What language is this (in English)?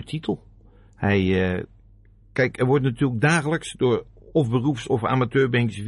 Dutch